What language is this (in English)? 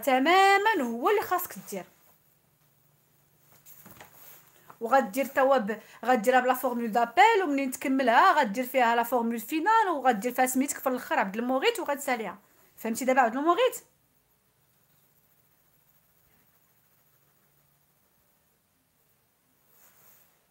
Moroccan Arabic